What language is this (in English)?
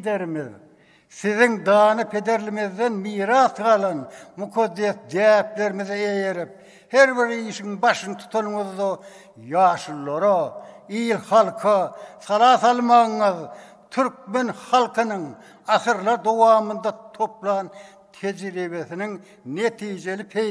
Turkmen